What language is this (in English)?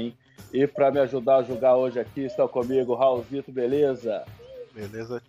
Portuguese